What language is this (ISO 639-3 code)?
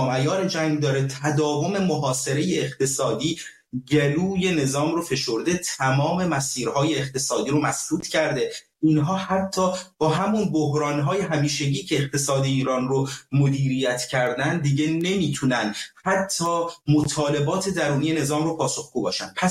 fas